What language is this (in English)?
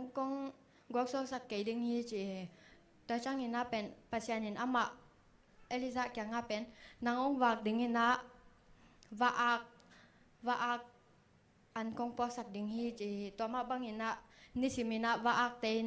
Tedim Chin